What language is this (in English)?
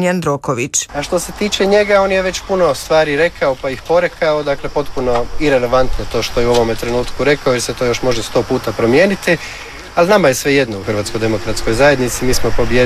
Croatian